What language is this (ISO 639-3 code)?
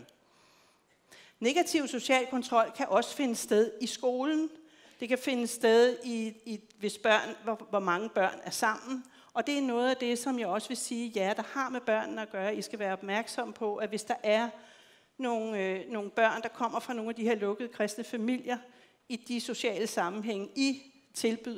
dan